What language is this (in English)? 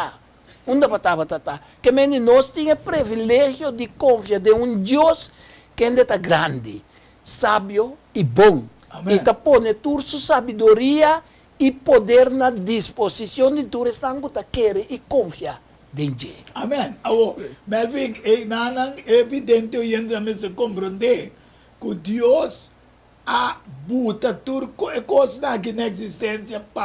Papiamento